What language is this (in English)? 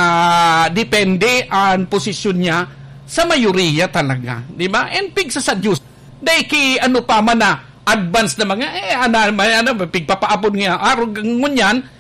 Bikol